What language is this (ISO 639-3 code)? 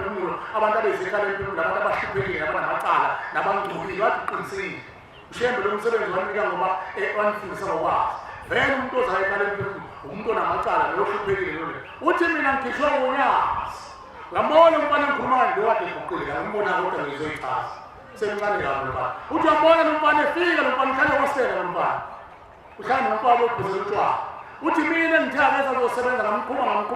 zul